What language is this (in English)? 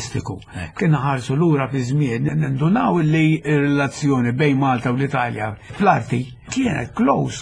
Maltese